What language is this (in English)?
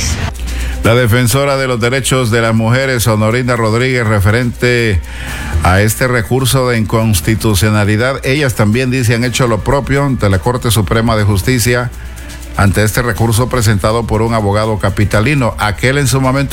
Spanish